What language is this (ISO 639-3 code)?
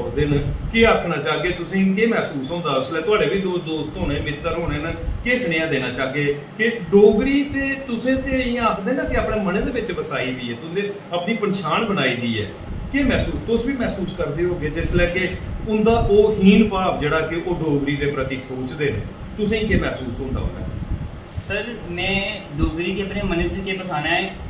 doi